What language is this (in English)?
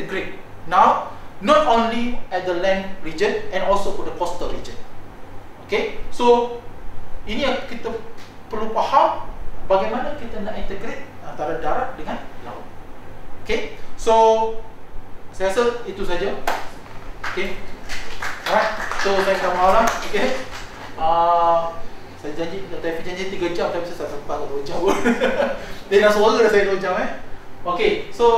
Malay